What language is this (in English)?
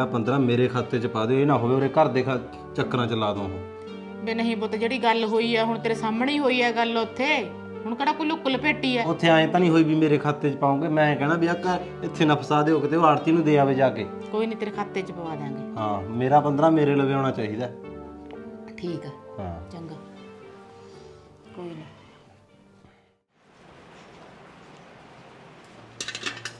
Punjabi